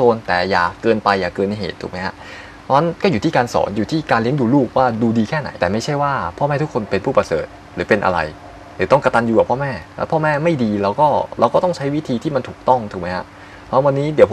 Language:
Thai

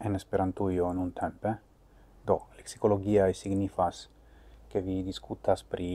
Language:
Esperanto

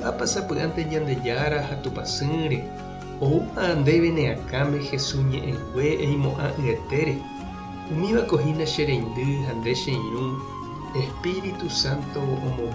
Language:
Guarani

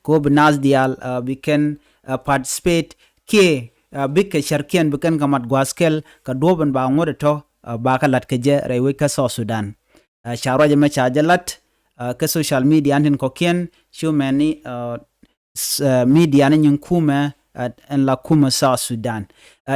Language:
Nuer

